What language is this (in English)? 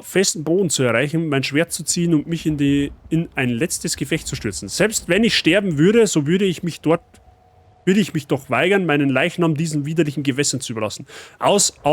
Bavarian